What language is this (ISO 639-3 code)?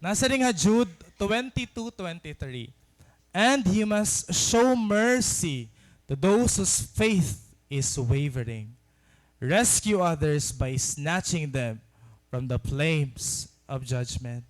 war